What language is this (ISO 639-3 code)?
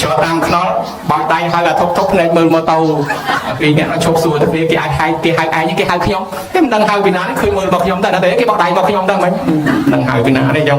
khm